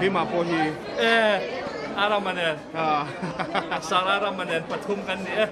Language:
Mizo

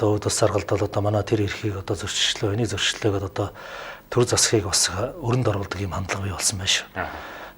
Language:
Mongolian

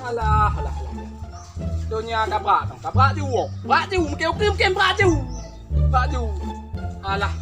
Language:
Achinese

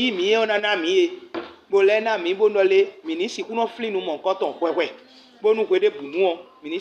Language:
Fon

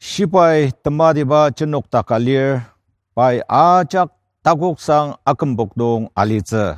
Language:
Ao Naga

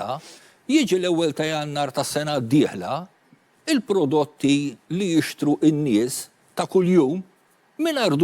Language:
Maltese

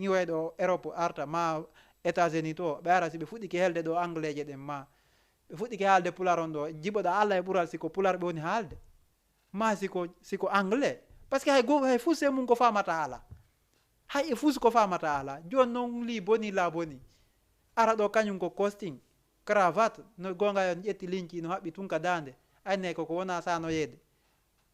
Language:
Fula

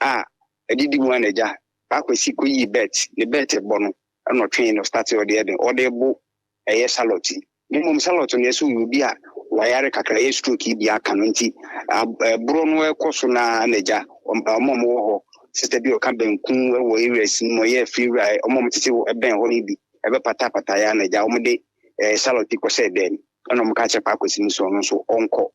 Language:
Akan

